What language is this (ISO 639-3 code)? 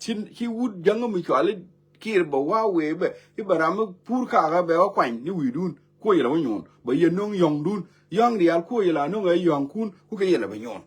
nus